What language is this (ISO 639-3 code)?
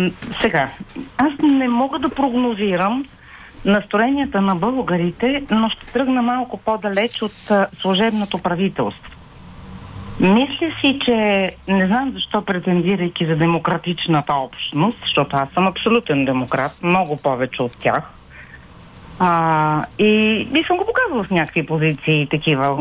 bul